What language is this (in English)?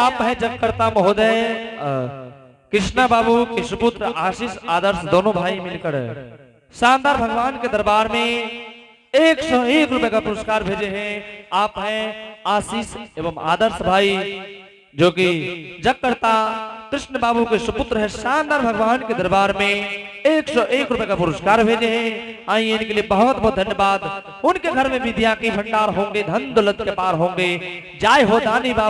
Angika